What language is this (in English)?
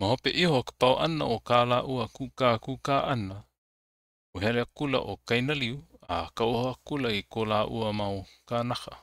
Hawaiian